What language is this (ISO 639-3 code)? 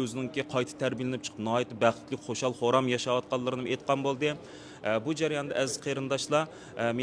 uig